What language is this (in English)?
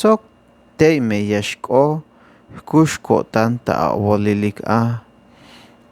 Tzeltal